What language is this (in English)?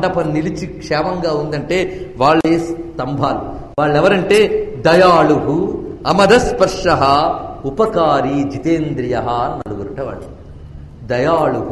Telugu